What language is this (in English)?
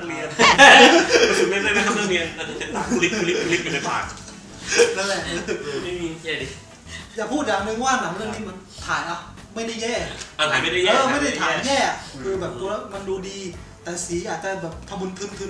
Thai